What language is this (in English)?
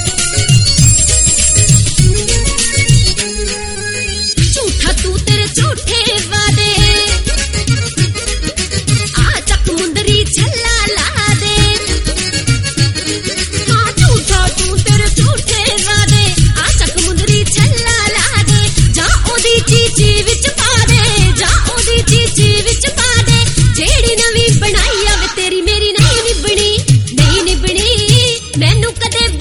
Punjabi